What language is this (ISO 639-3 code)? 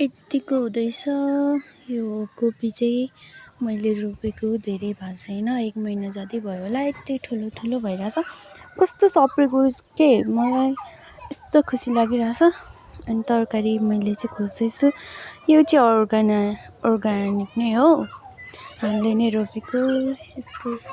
nep